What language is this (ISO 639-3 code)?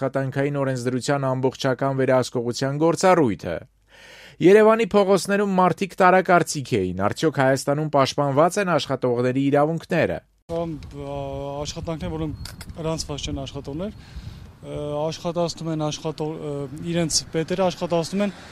hye